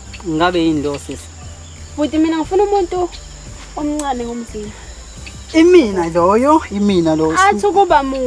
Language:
Zulu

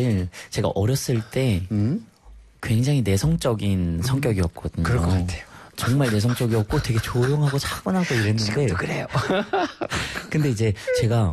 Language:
Korean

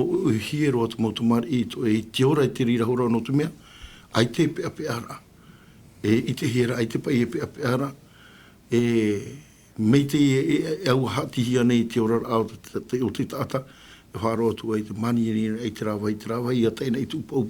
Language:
Tahitian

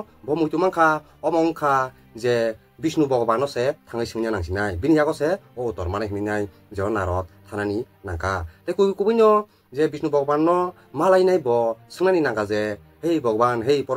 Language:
Kok Borok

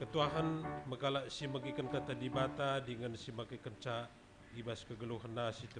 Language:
Batak Karo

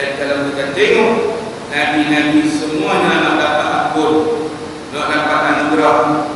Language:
Malay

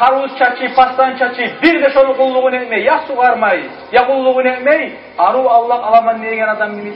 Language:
Kumyk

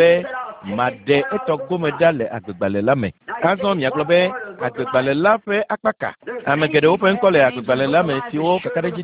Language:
Ewe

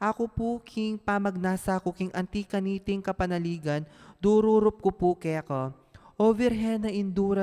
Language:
Pampanga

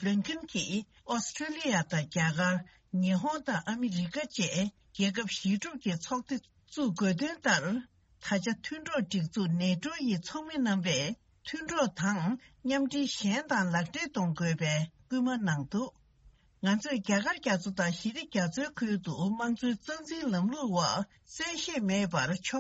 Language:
Tibetan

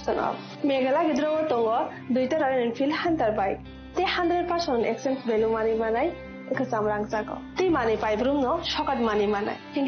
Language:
Kok Borok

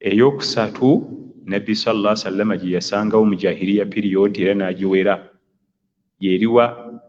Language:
Ganda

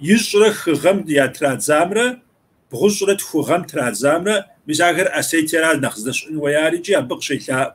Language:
Kabardian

